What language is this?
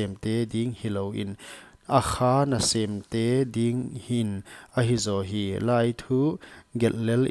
Paite Chin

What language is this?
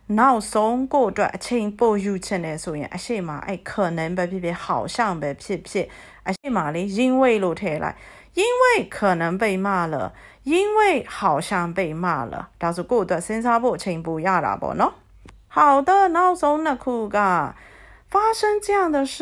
Burmese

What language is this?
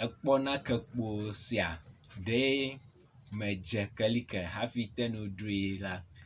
Ewe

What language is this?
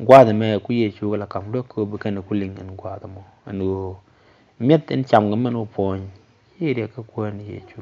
Nuer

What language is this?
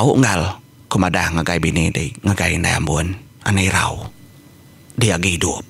Iban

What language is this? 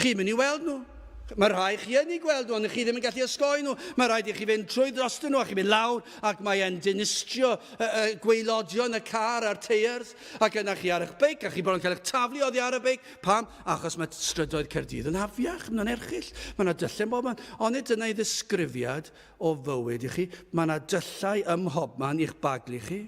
Welsh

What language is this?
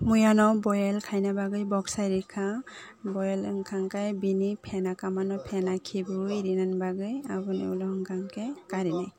Kok Borok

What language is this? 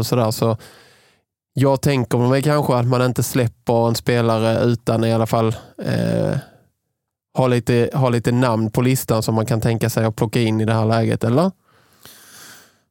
Swedish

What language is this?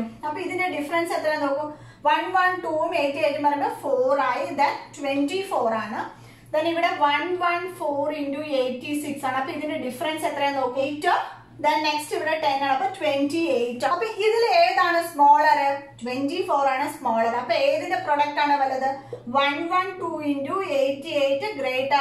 Malayalam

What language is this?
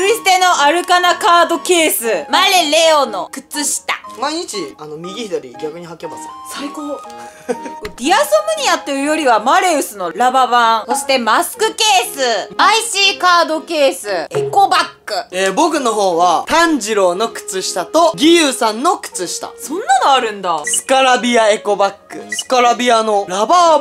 Japanese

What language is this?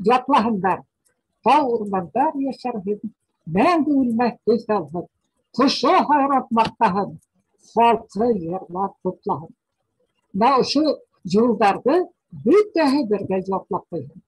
Bashkir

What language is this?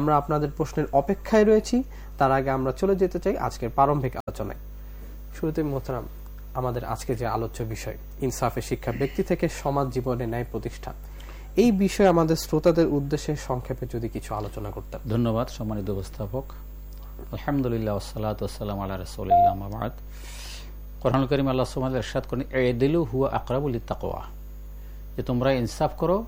Bangla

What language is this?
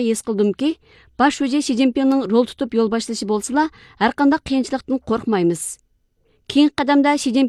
Uyghur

